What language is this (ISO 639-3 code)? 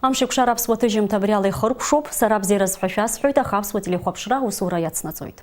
abk